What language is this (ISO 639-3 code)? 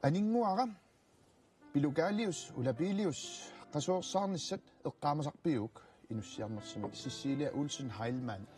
kal